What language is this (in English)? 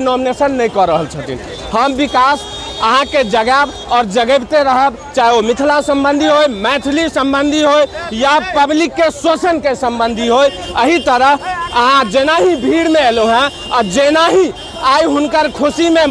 Maithili